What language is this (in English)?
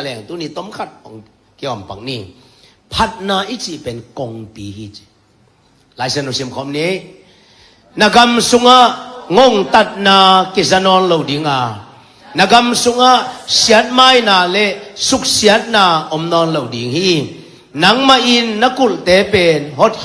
Tedim Chin